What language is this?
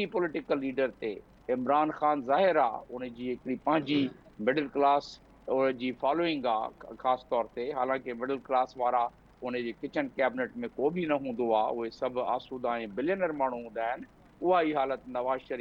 Sindhi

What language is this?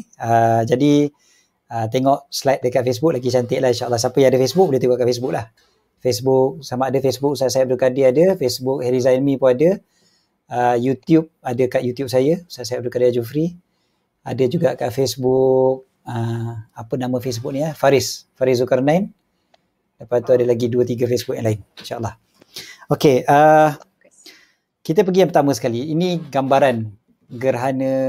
Malay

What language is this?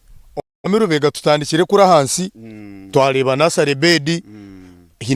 Nyankole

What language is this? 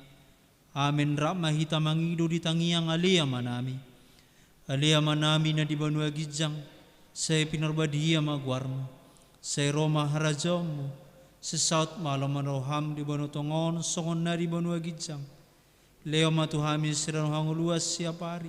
Batak Toba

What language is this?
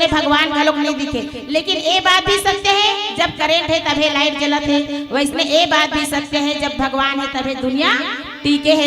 Chhattisgarhi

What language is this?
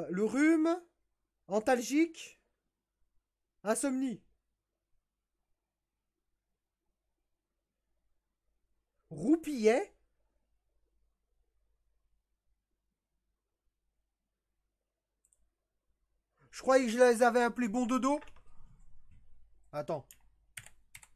French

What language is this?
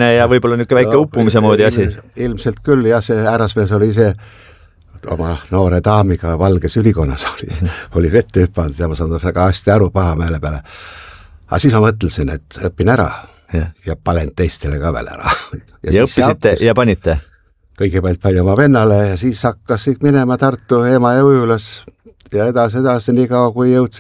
Estonian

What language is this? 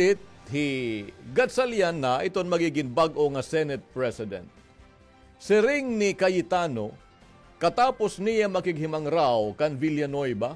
Waray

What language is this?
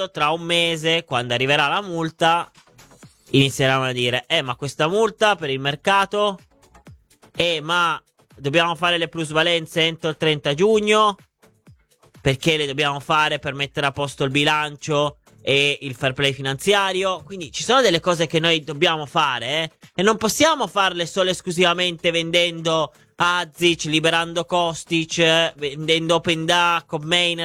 Italian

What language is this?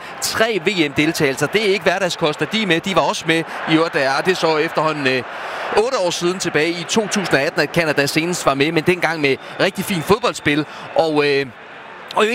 Danish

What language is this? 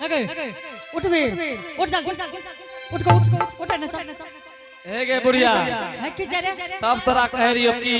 Angika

